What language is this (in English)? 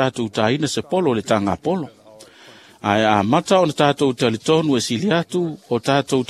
Samoan